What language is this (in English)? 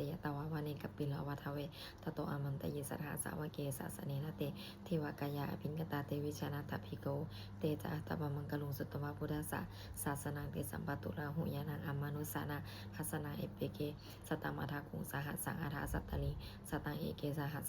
Pali